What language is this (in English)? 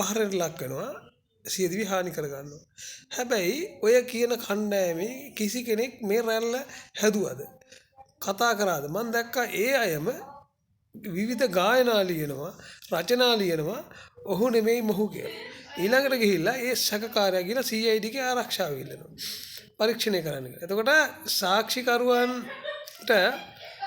Sinhala